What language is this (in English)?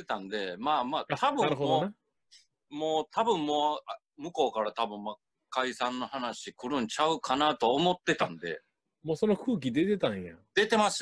Japanese